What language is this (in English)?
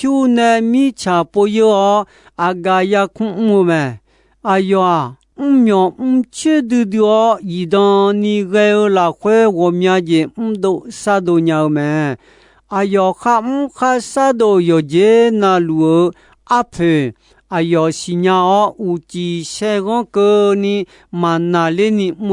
Akha